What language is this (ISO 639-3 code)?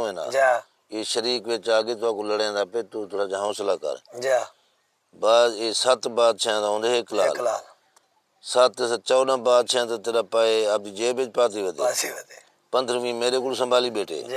skr